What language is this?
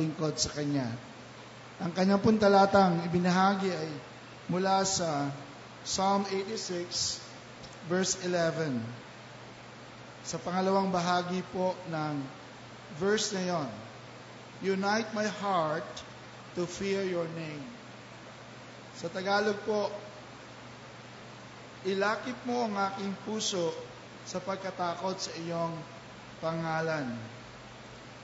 Filipino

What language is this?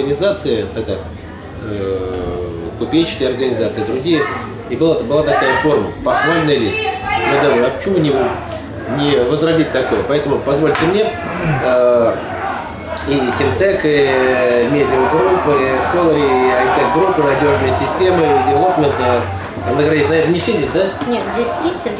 Russian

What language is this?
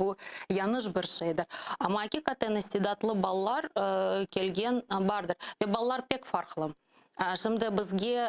Crimean Tatar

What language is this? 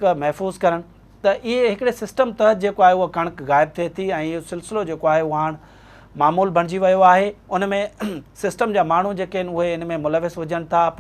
Sindhi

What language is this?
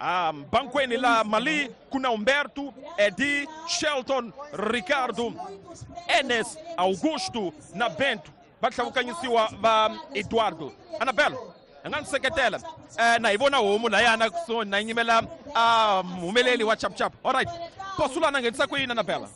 Tsonga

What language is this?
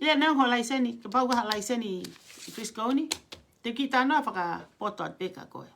Tongan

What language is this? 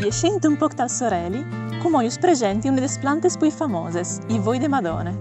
Friulian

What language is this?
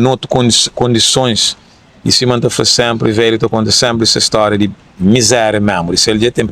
Kabuverdianu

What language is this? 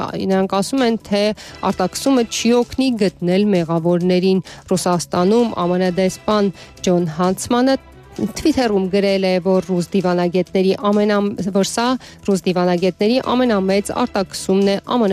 Armenian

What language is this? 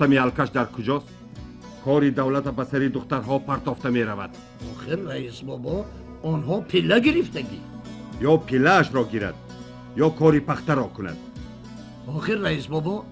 Tajik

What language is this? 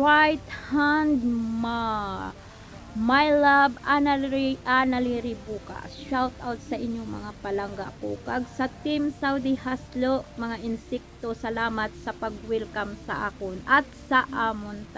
Hiligaynon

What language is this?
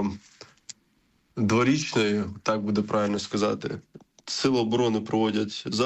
Ukrainian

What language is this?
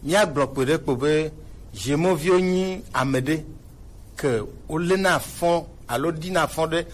Gen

